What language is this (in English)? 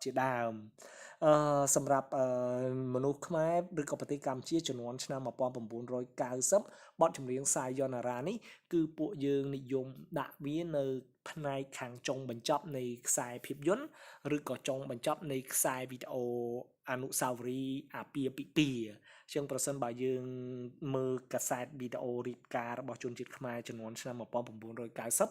Khmer